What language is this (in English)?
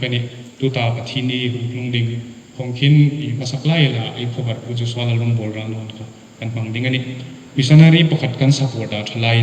Hmar